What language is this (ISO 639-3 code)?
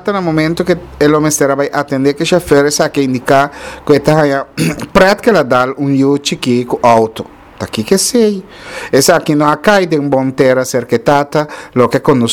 pap